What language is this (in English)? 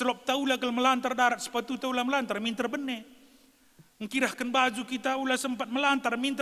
Batak Karo